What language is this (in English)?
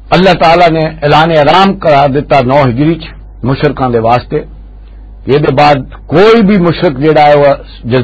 Western Panjabi